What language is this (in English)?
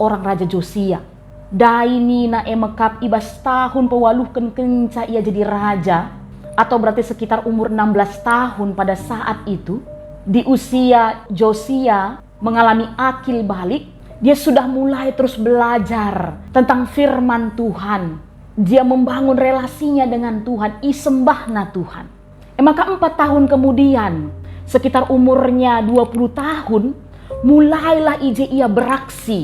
Batak Karo